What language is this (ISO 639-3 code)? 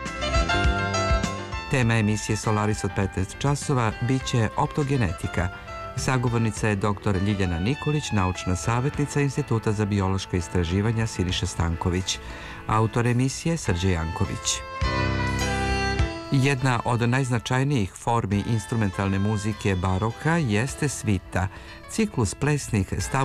srp